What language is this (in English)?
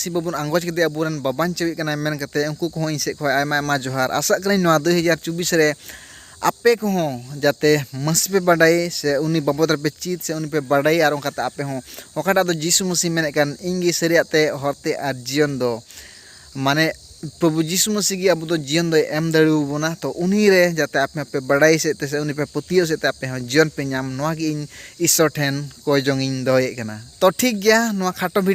Santali